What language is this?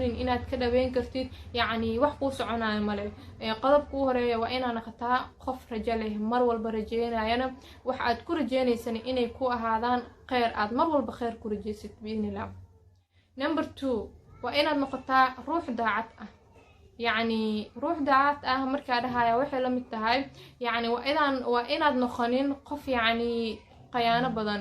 Somali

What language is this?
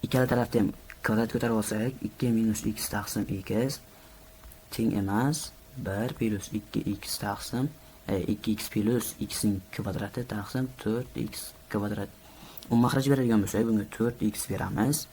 Uzbek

